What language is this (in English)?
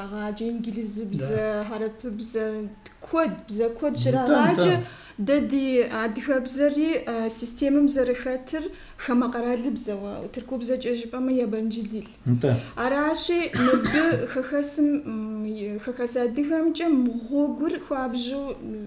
Kabardian